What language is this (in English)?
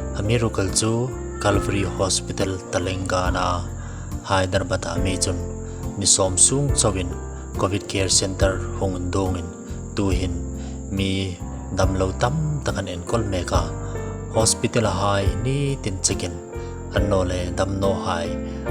Hmar